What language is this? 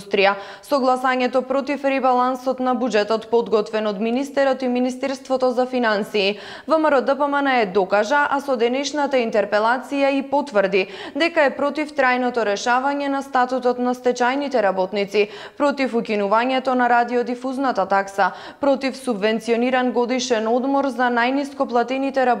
Macedonian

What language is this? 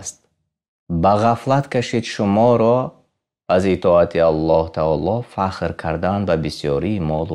Tajik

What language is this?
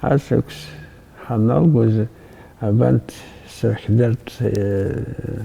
Abkhazian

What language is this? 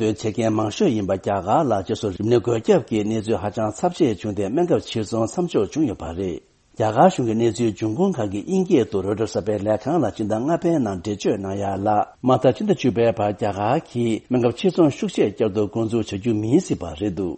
Tibetan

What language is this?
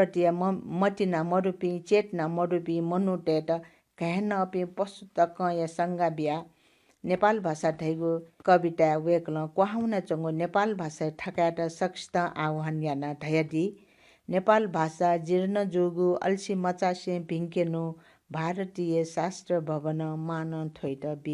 Newari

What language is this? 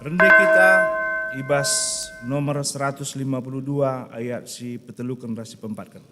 Batak Karo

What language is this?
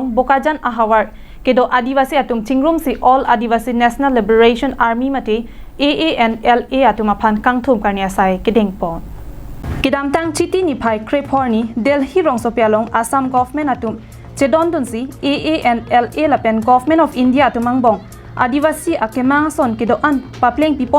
Karbi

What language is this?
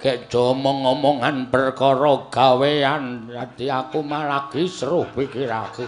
Javanese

